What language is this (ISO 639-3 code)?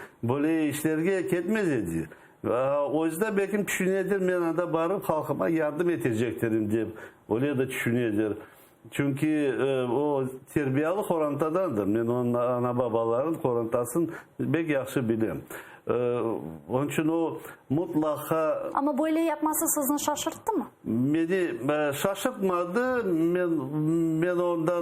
crh